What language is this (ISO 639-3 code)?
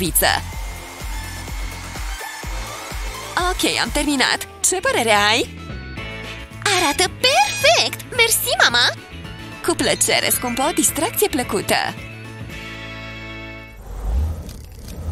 ron